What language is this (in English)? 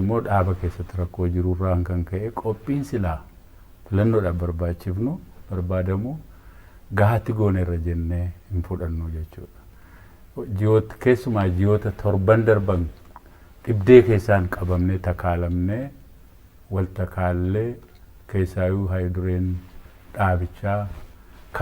Oromo